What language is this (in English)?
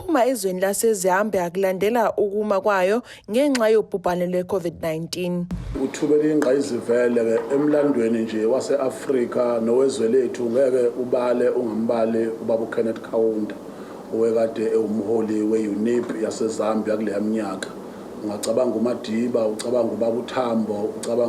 Zulu